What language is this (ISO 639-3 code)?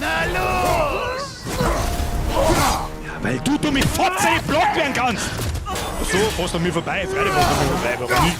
bar